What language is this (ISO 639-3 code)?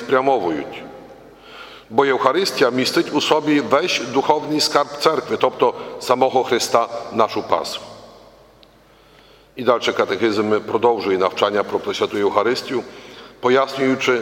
ukr